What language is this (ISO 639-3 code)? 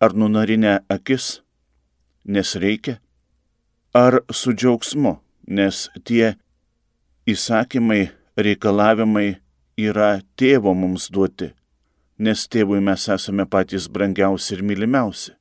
lit